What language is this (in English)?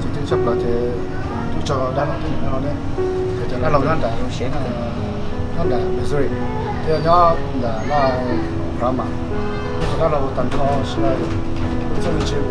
Hmong